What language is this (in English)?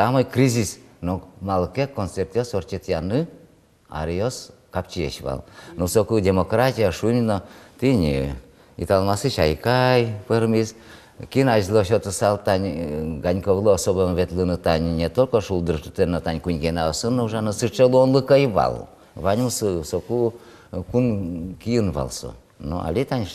Udmurt